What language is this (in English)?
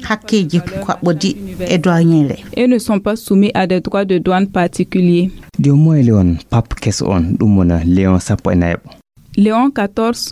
Fula